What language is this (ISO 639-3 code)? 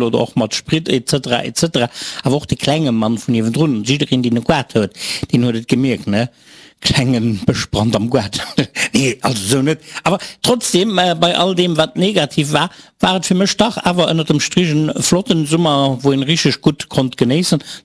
ltz